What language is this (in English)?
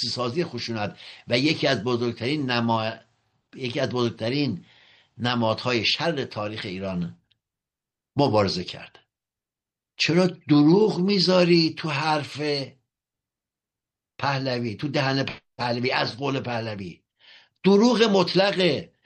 Persian